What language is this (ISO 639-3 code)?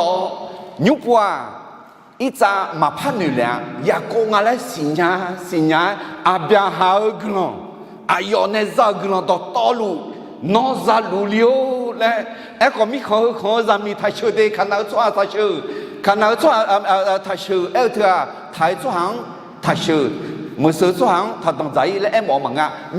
ahk